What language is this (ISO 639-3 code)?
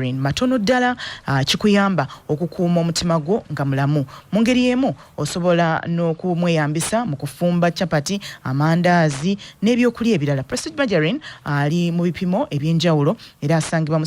lug